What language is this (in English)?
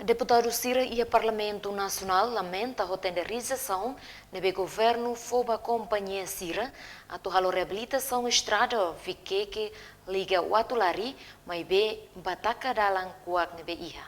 Tetum